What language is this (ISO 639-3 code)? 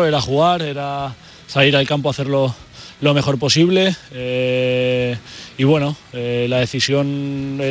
spa